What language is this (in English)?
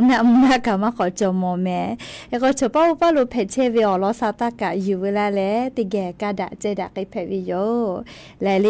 Lahu